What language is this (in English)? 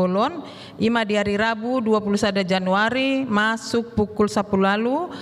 Batak Toba